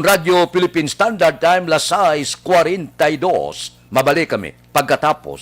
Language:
Hiligaynon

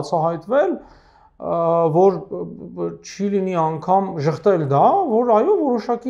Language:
Armenian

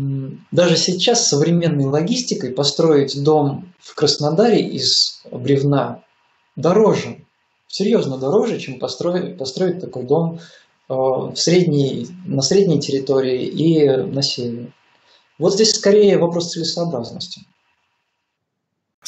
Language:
Russian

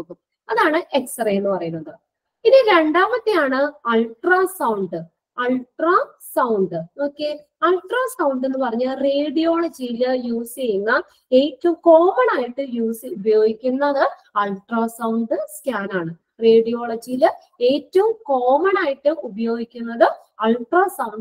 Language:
Malayalam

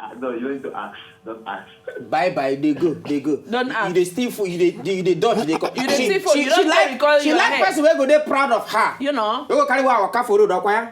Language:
Nigerian Pidgin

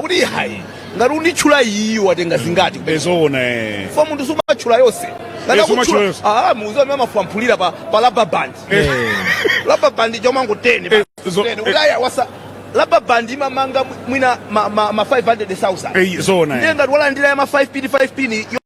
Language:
Nyanja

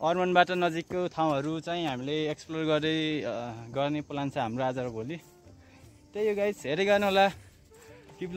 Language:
Nepali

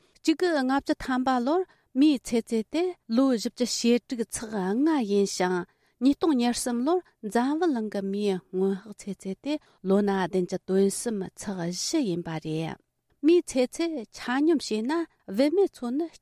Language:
Tibetan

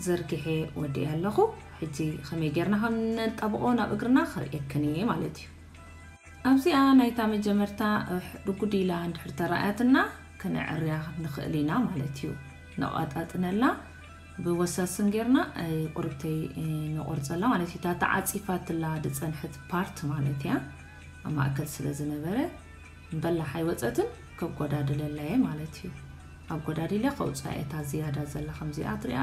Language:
Tigrinya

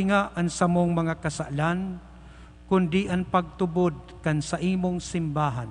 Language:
Bikol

